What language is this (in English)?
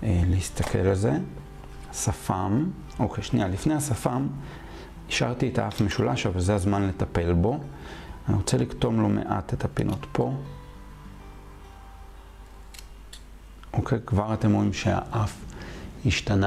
Hebrew